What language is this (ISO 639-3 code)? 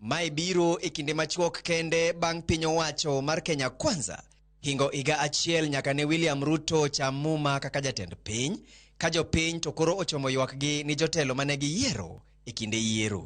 luo